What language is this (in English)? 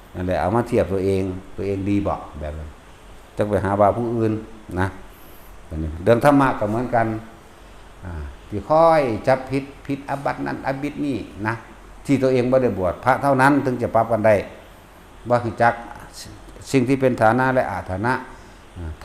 Northeastern Thai